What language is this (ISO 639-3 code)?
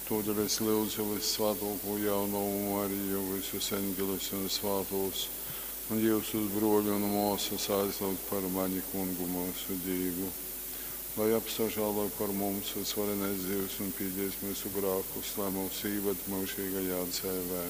ltg